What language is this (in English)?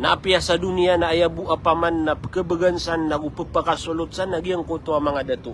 Maranao